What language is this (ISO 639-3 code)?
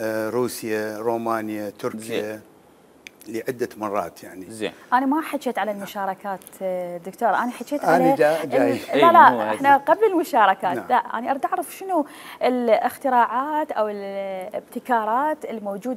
acm